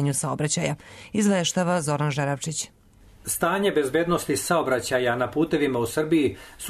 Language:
Serbian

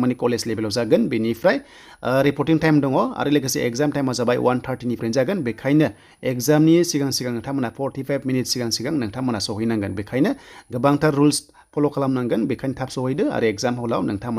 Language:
Bodo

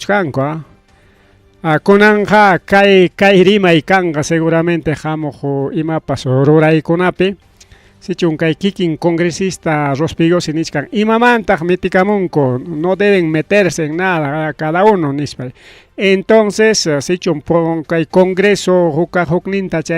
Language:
Ayacucho Quechua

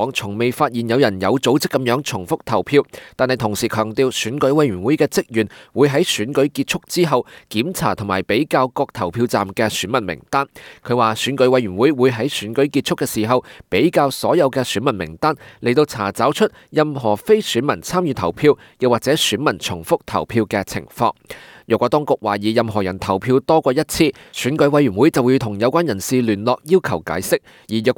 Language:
Cantonese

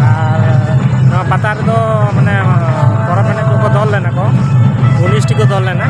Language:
Santali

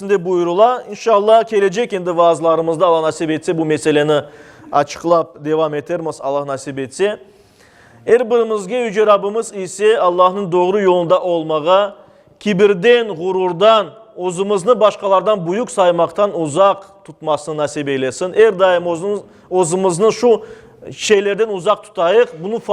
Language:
Crimean Tatar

